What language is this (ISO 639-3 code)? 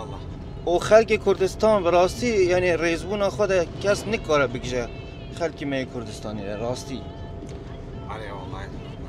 kur